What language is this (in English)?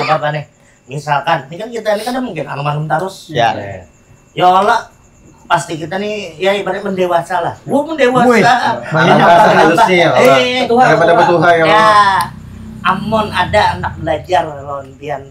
Banjar